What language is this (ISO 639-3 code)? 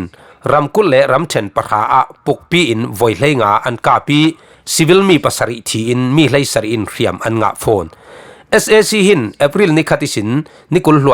cfm